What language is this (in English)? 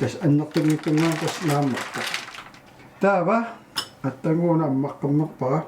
Kalaallisut